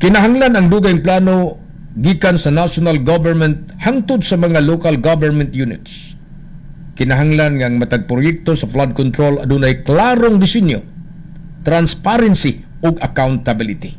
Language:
Cebuano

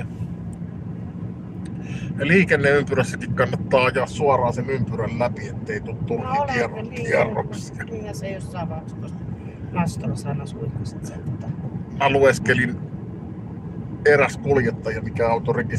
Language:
Finnish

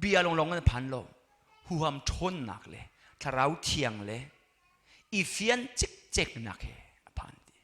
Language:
Hakha Chin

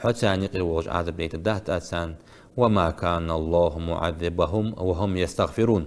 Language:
Ingush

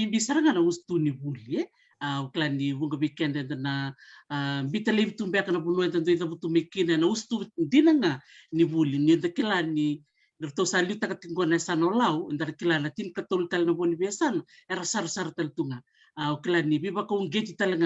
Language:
Fijian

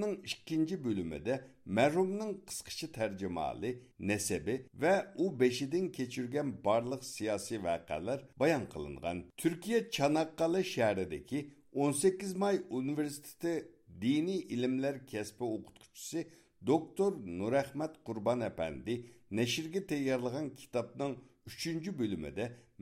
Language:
Uyghur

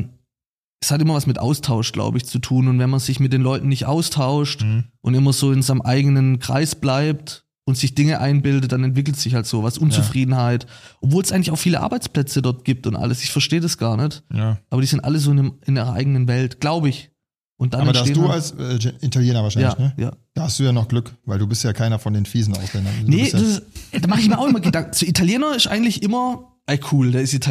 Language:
German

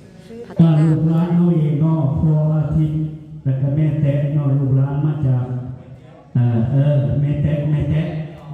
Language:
Pali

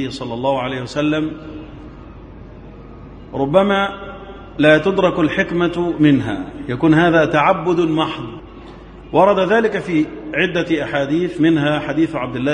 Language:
Arabic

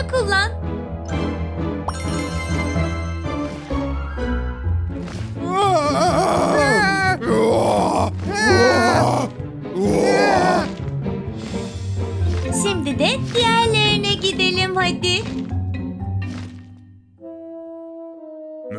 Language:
Turkish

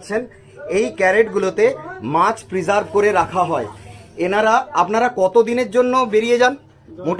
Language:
Bangla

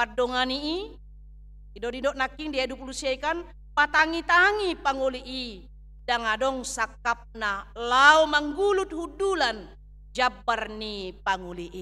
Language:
Batak Toba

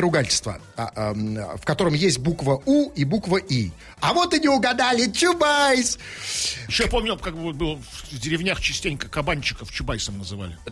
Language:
Russian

